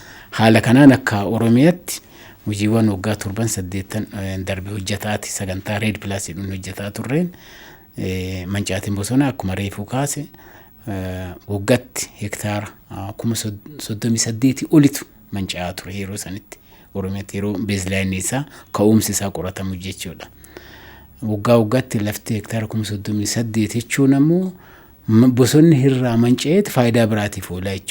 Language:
Oromo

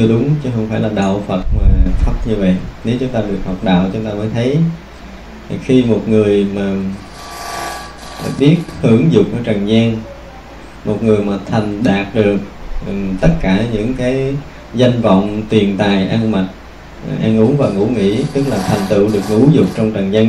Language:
Vietnamese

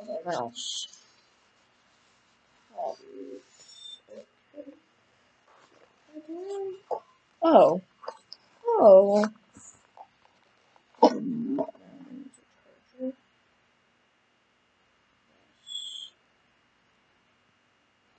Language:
English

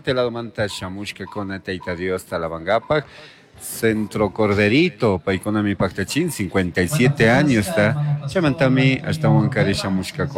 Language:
Chimborazo Highland Quichua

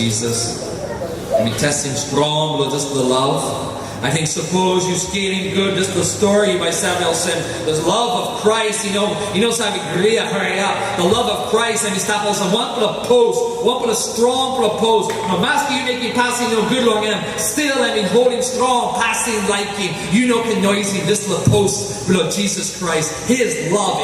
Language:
Tok Pisin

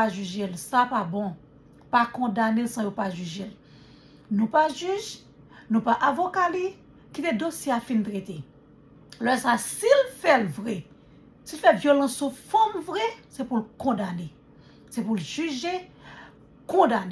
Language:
Haitian Creole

